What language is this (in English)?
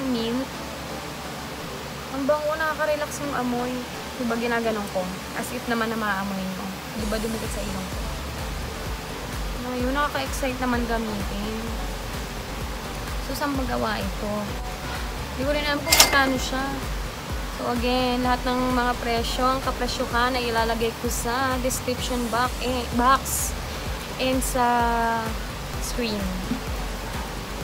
Filipino